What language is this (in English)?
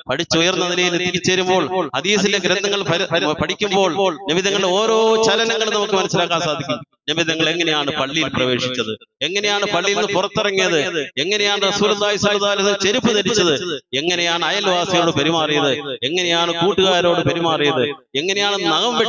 Malayalam